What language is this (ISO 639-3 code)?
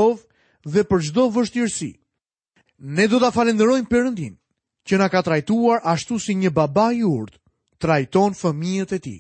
sqi